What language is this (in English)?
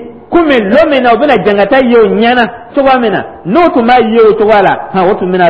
Dyula